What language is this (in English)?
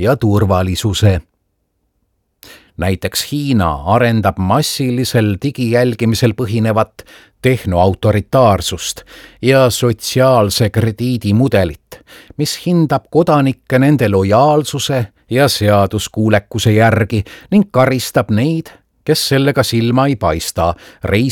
Estonian